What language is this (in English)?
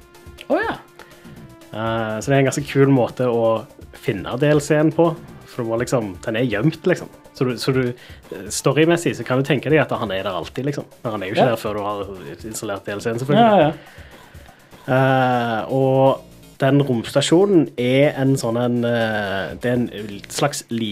Norwegian